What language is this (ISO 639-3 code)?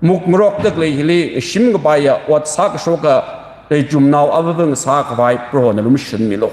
nmf